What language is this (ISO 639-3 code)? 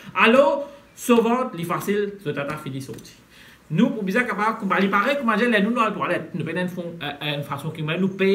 mfe